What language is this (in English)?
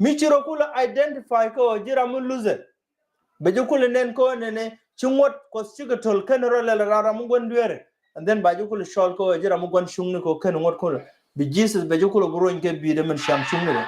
Nuer